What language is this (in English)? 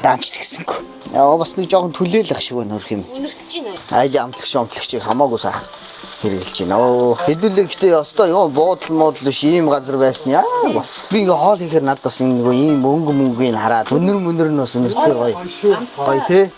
Mongolian